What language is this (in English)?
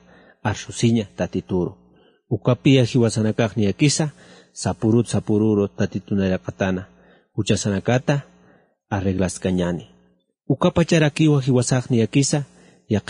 Aymara